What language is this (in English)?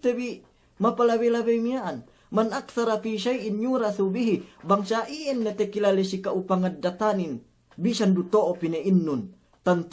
Yakan